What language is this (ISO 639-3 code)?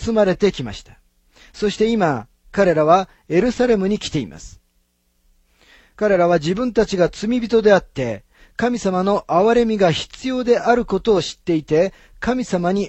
jpn